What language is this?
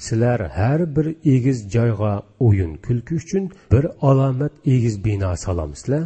Uyghur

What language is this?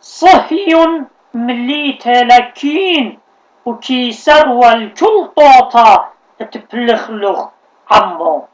Assyrian Neo-Aramaic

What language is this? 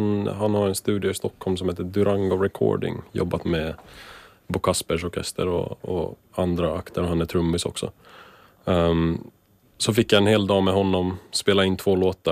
Swedish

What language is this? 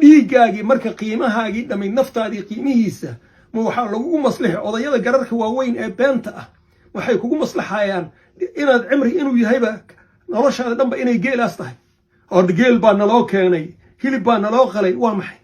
Somali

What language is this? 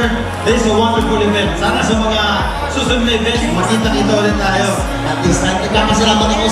Filipino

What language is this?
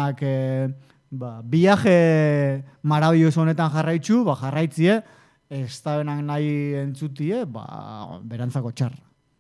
Basque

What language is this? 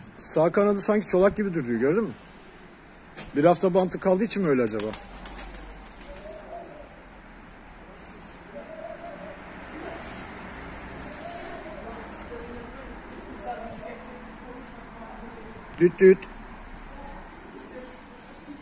Turkish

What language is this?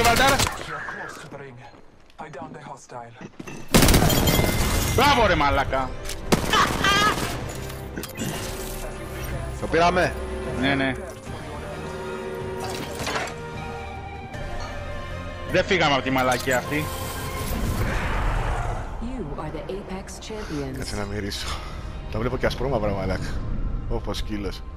Greek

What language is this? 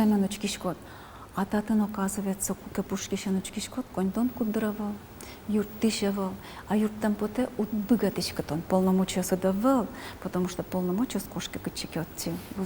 Udmurt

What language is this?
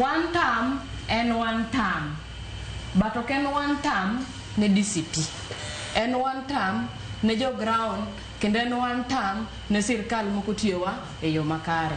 Luo (Kenya and Tanzania)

